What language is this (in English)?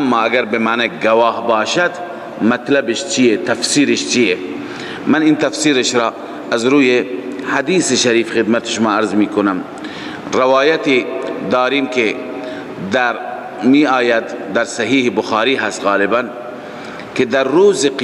Persian